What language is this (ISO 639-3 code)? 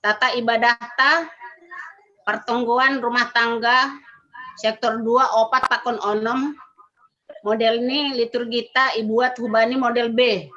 bts